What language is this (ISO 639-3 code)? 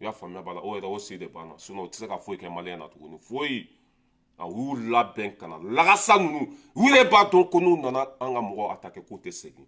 bam